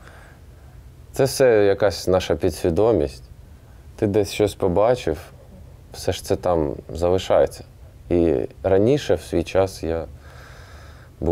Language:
Ukrainian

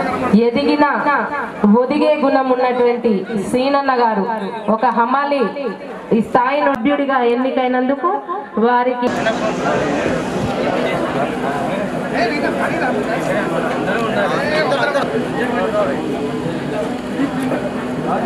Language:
Telugu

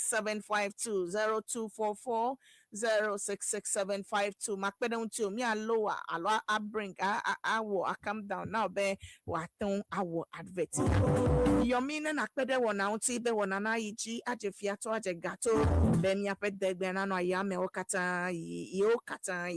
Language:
Ewe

